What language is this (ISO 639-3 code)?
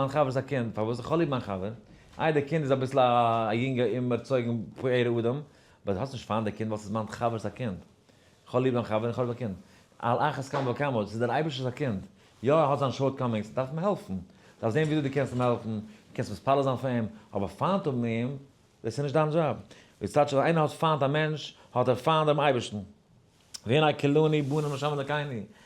yid